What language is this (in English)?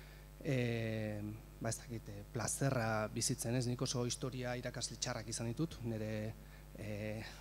Basque